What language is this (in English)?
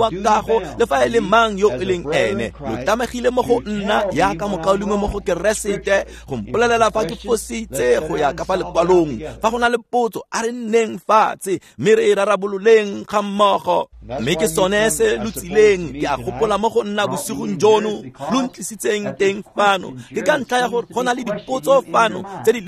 Tswana